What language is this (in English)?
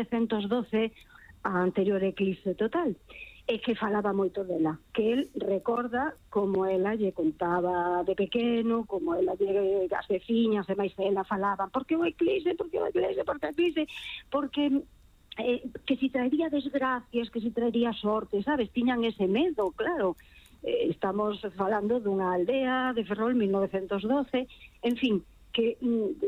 Galician